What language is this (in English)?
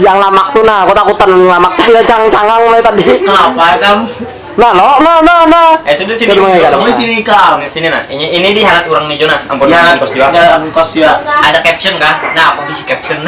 Banjar